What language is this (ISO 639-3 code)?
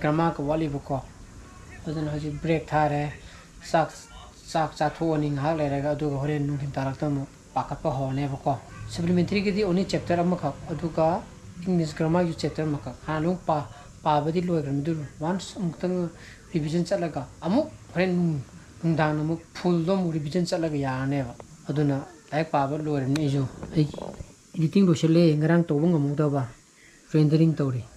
mni